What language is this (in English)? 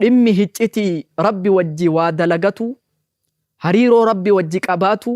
Oromo